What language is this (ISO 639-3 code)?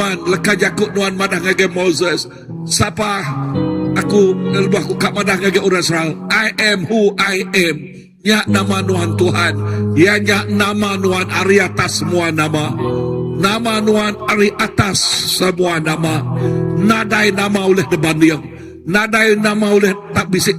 iba